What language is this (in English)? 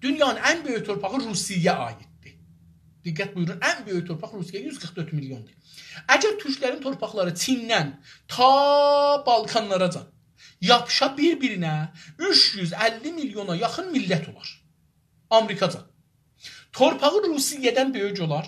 South Azerbaijani